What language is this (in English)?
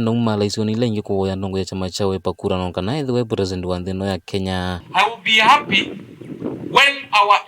Kamba